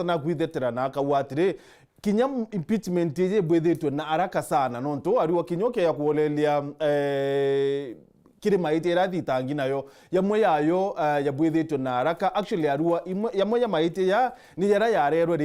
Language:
Meru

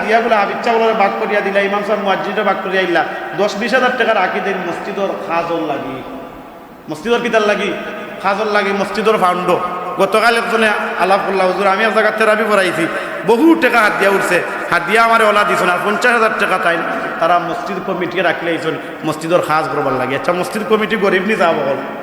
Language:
Sylheti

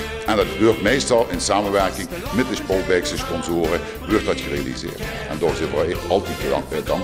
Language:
Limburgish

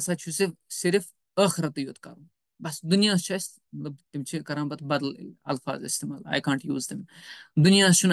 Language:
Kashmiri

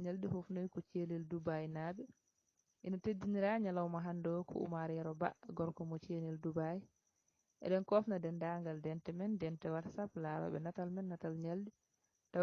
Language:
Fula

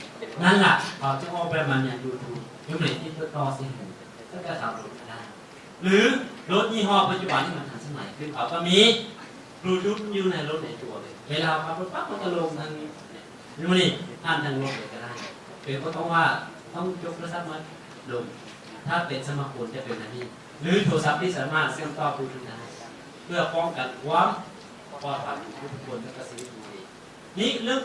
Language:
Lao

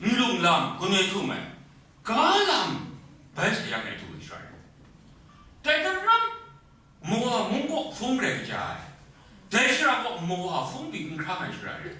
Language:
Kachin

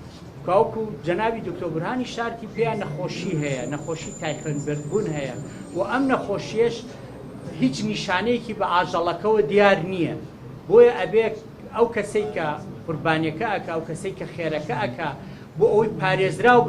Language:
Central Kurdish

